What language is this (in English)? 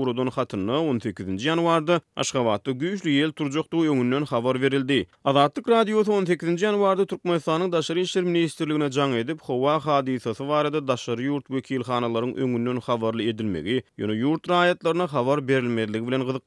Turkmen